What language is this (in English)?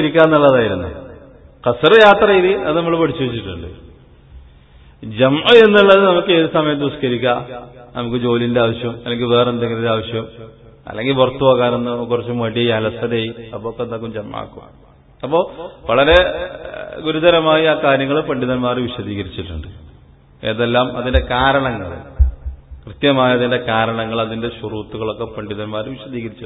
Malayalam